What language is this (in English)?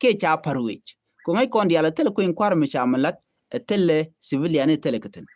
Nuer